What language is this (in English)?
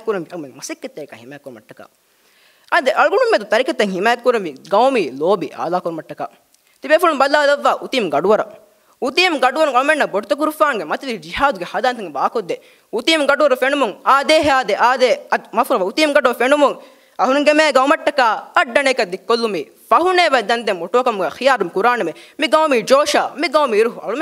Divehi